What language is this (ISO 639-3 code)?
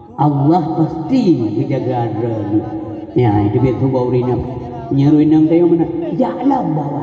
ace